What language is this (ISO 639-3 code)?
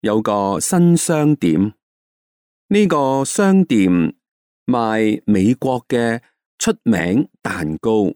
yue